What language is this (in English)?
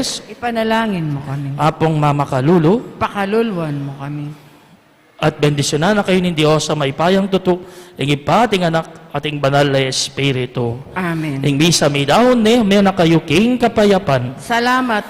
Pampanga